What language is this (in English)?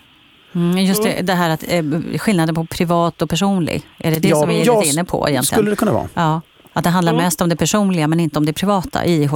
Swedish